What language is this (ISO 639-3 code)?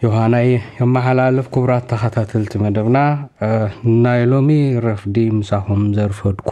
tir